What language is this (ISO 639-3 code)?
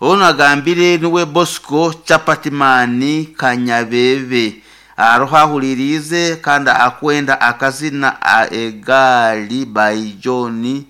nyn